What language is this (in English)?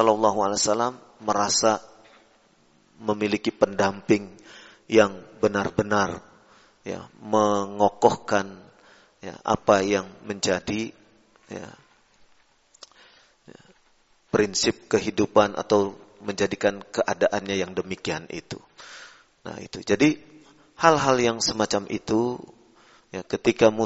Indonesian